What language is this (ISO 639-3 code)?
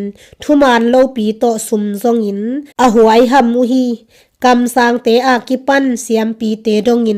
ctd